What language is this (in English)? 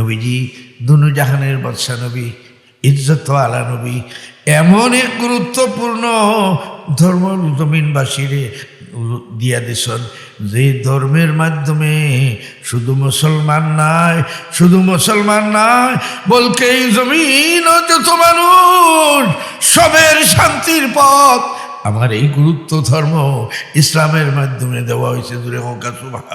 Sylheti